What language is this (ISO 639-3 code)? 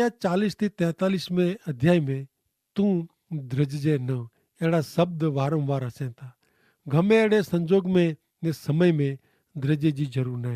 kfr